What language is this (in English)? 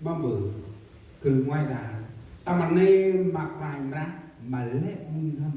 Central Mnong